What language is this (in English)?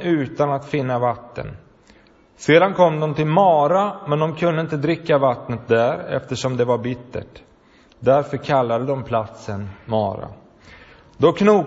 Swedish